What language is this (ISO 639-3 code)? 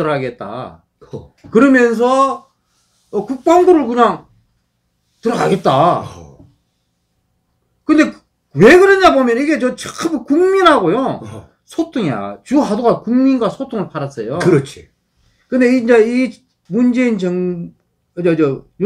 kor